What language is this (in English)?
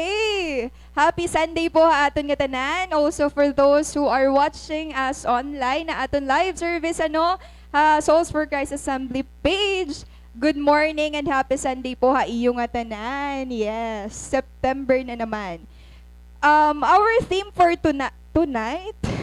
Waray